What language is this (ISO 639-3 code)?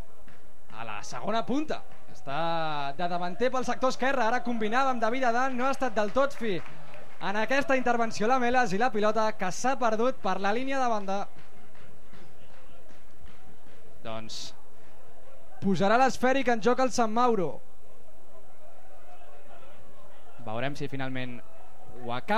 cat